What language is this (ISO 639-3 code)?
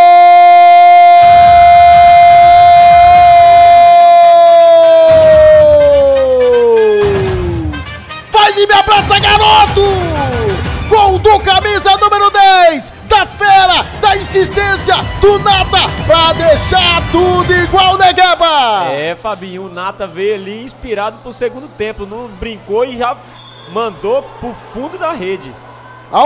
por